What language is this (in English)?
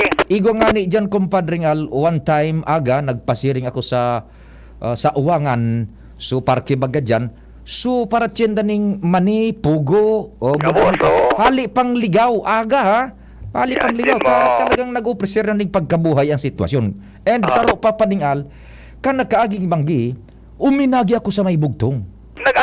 Bikol